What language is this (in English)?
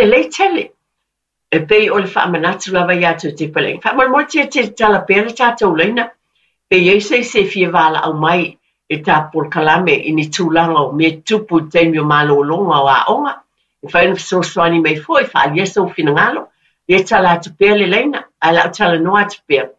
Samoan